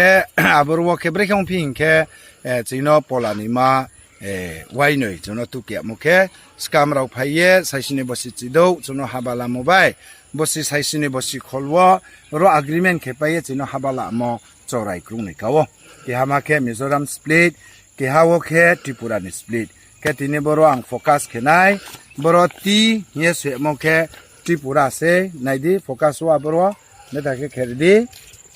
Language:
Riang (India)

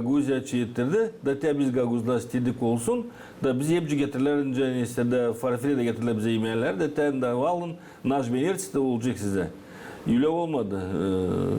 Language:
Gagauz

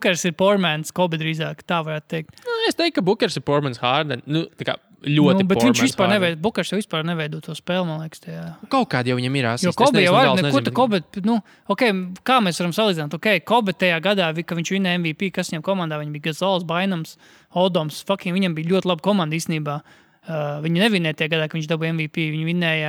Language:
Latvian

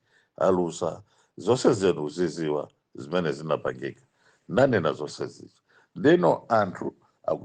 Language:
Nyanja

